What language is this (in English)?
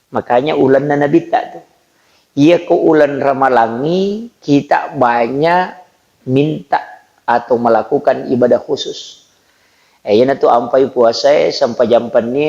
Buginese